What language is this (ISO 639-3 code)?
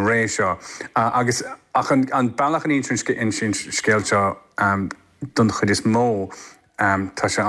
gle